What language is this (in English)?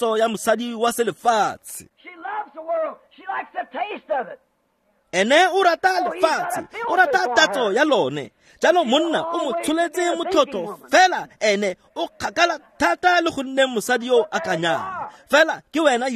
Tswana